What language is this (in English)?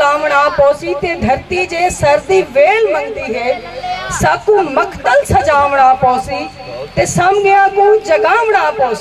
Saraiki